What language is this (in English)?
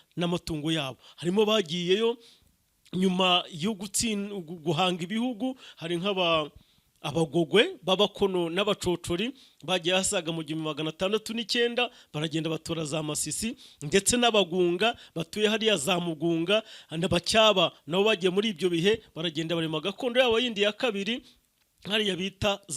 Kinyarwanda